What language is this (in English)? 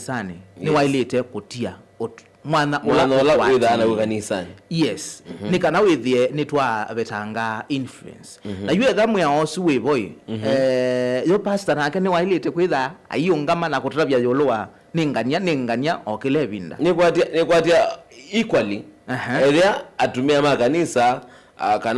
Kamba